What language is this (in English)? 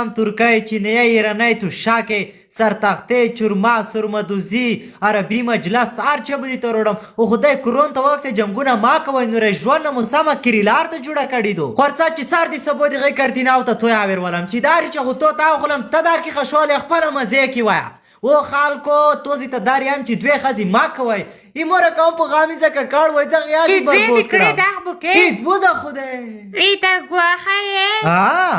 Pashto